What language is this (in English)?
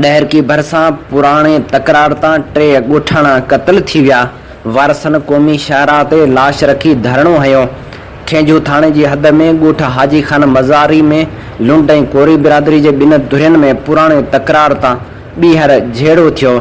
Sindhi